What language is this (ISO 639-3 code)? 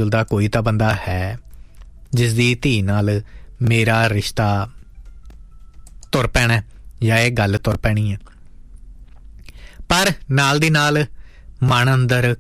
pan